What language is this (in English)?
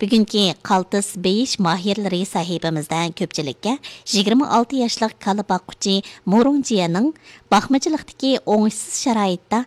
Uyghur